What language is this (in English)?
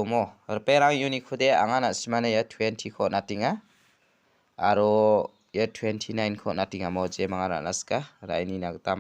Garo